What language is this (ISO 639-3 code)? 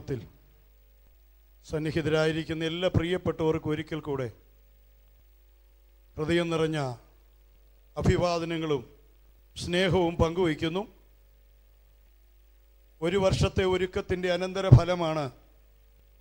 mal